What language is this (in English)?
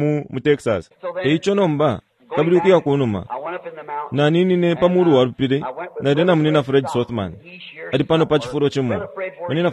Bemba